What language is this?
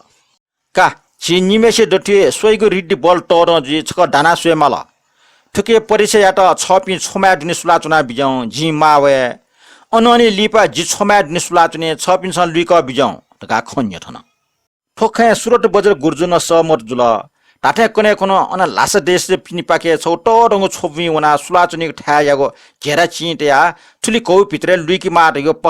Newari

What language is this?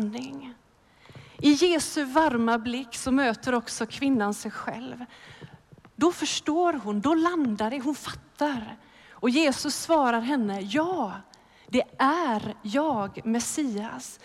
Swedish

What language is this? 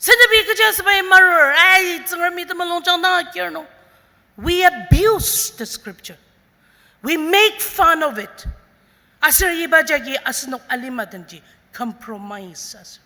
Ao Naga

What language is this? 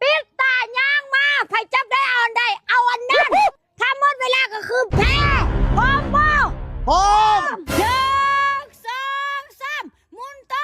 Lao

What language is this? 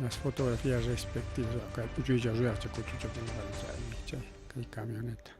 Ayacucho Quechua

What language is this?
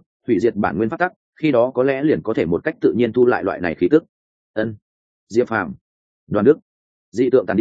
Vietnamese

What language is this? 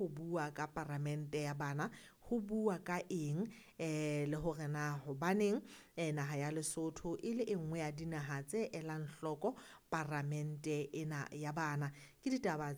Southern Sotho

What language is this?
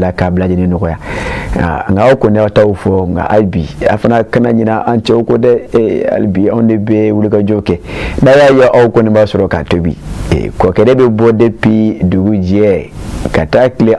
Bambara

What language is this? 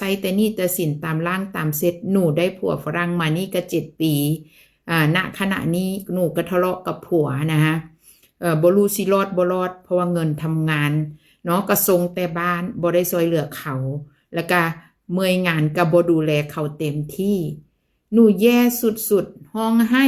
Northeastern Thai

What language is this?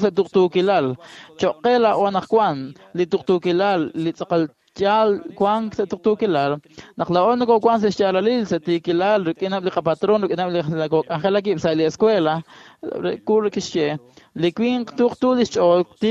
Kekchí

